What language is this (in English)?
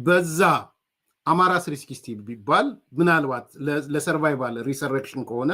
Amharic